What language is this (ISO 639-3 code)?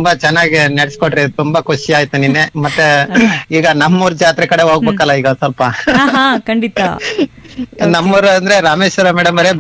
kan